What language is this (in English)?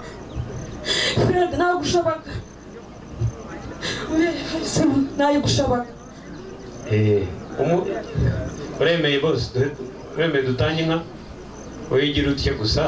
Kinyarwanda